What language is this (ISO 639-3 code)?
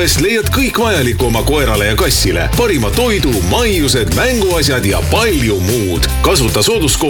est